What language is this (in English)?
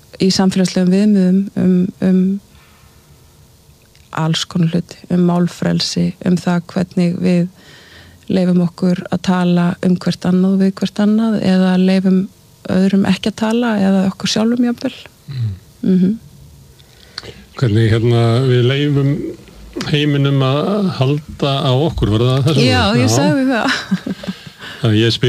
Icelandic